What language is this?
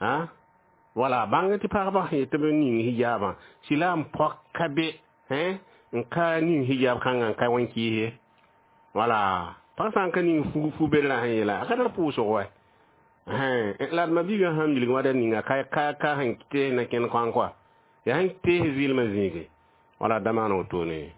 Mossi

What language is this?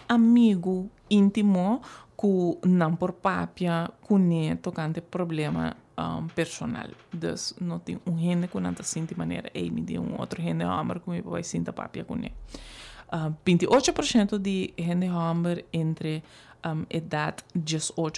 Papiamento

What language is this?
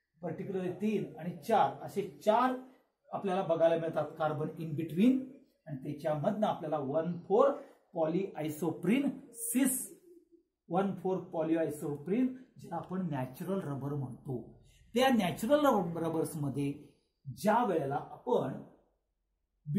Marathi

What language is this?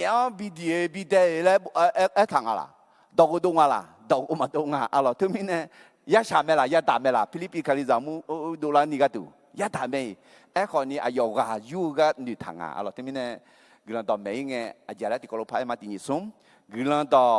Akha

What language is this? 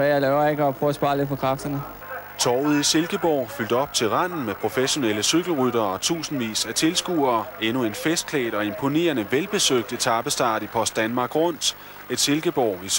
Danish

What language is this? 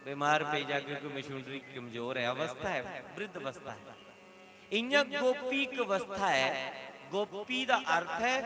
Dogri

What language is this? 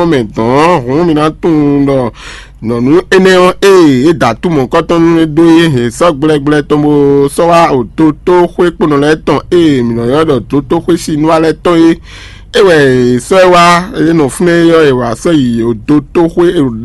Fon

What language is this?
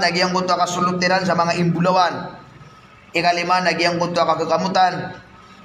Maranao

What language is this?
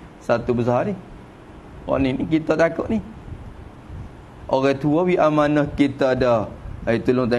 Malay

